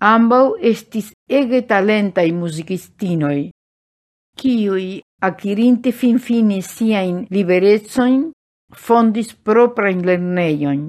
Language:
Esperanto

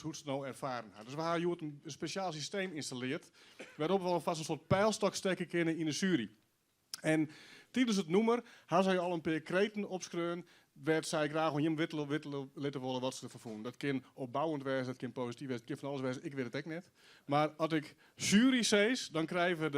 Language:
Western Frisian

